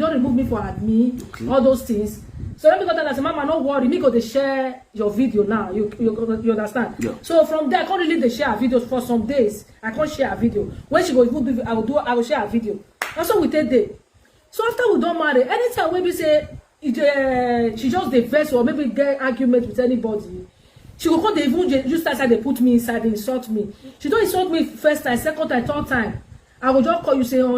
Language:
Nigerian Pidgin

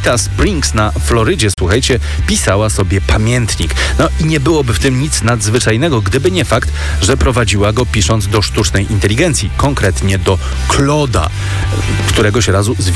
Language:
Polish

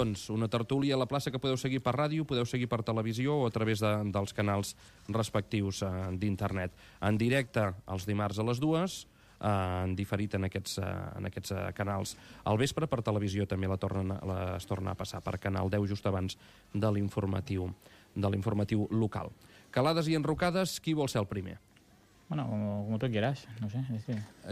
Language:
Catalan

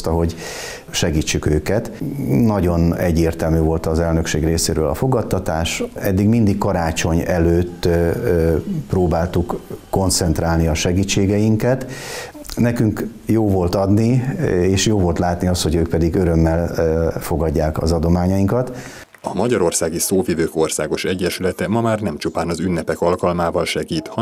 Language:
Hungarian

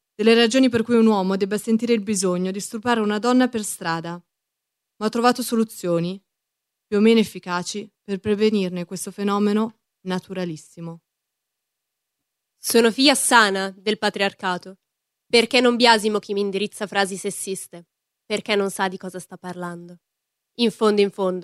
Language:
Italian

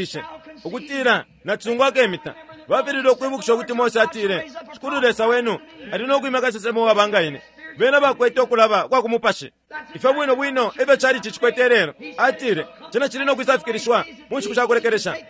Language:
Bemba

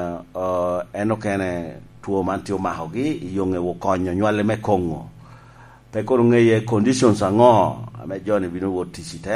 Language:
Lango (Uganda)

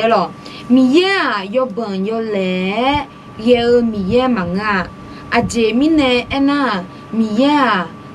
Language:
Akha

